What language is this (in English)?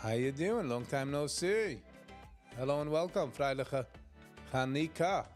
Yiddish